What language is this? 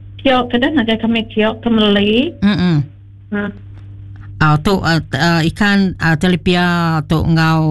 Iban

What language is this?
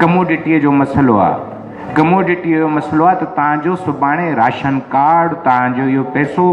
Sindhi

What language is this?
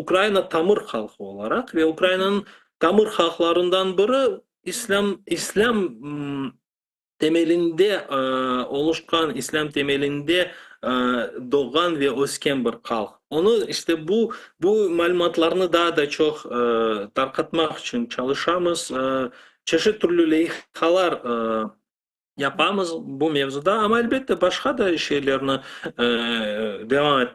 Crimean Tatar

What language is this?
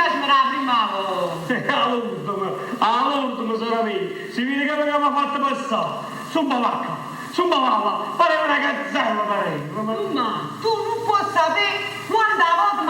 Neapolitan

